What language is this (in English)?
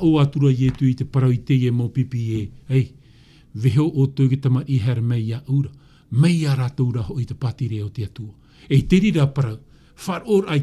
Tahitian